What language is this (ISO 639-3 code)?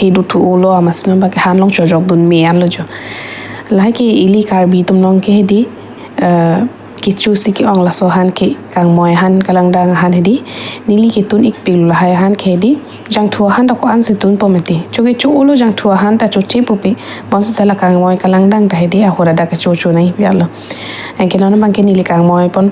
mjw